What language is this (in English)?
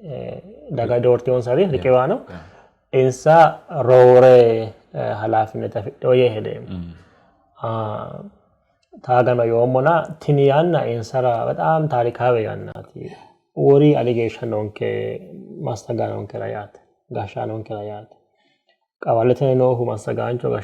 Sidamo